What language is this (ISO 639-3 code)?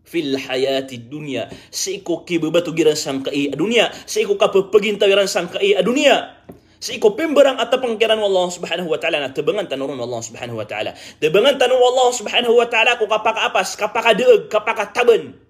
mrw